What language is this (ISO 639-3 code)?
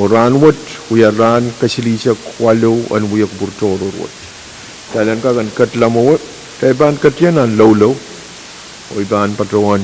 pon